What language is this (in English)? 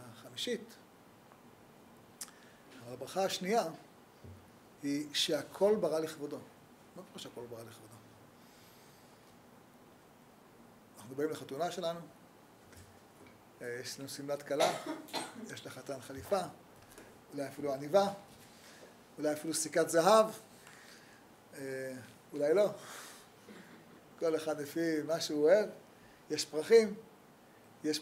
Hebrew